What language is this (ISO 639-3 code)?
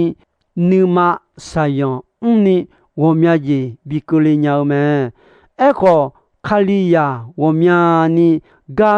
ahk